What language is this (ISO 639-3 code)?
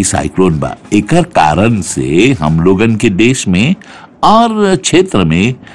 bho